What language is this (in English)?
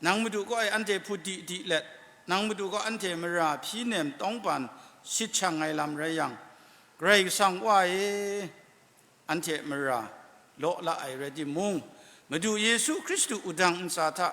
Kachin